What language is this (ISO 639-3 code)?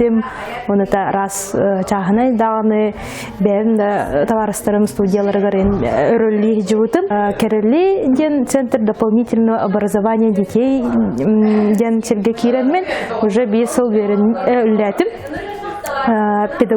sah